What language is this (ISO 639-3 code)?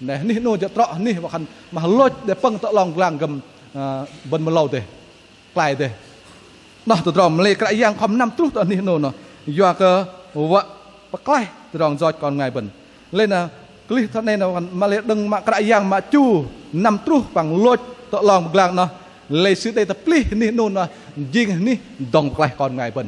bdq